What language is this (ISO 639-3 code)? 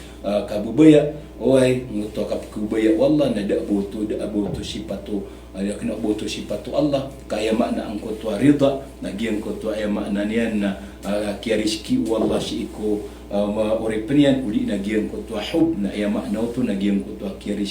mrw